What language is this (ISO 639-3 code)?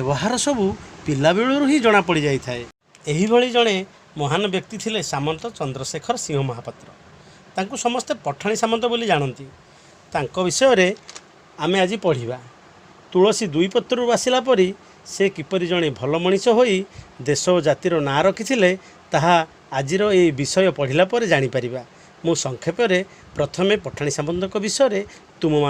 ori